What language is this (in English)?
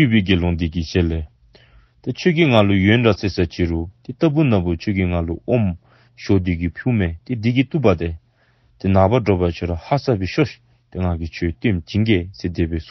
Dzongkha